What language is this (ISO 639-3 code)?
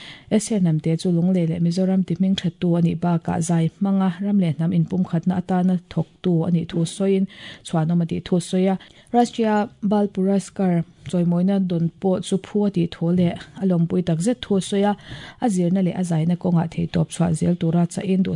lus